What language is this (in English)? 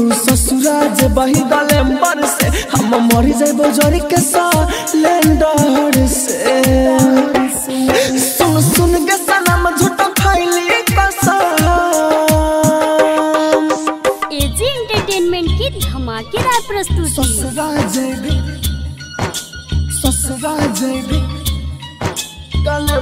Bhojpuri